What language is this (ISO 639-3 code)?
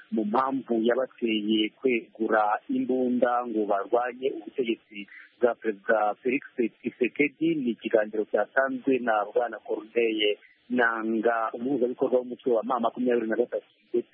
kin